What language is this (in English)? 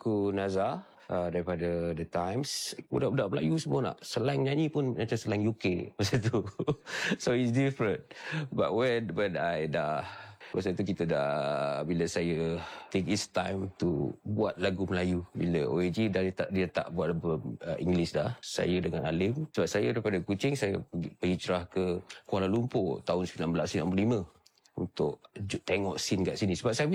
Malay